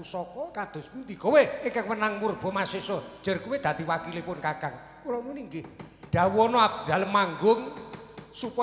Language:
Javanese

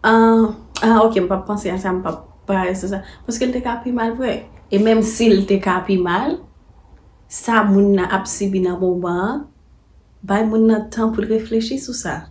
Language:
Haitian Creole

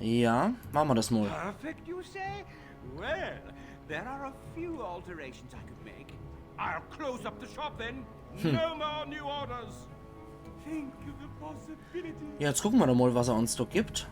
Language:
Palatine German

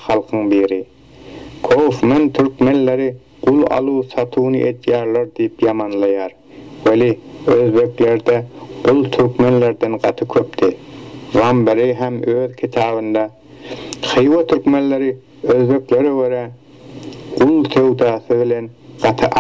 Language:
Turkmen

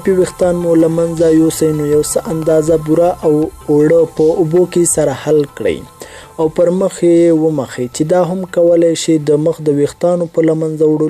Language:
Pashto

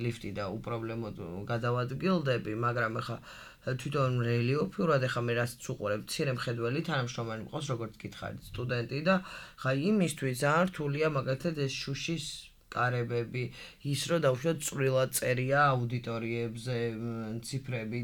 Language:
Georgian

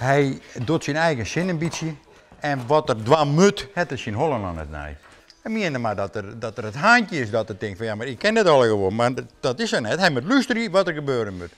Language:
Western Frisian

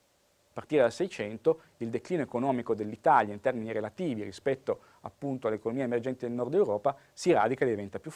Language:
Italian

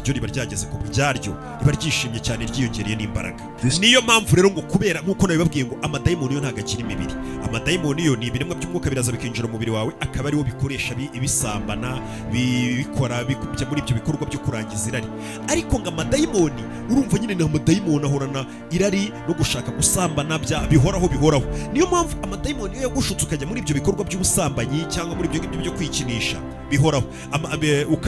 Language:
Kinyarwanda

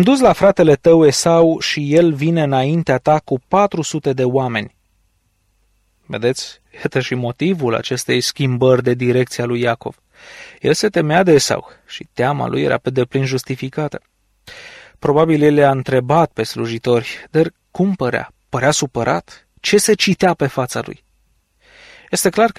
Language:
Romanian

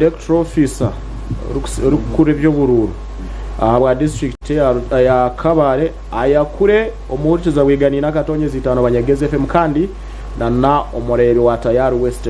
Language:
Nyankole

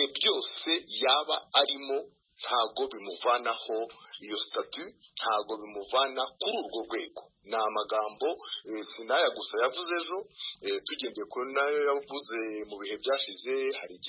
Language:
Kinyarwanda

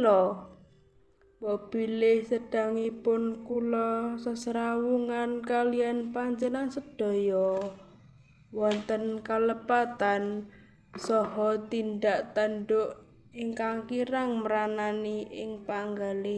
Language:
Javanese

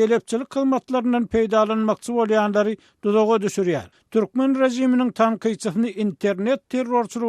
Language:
Turkmen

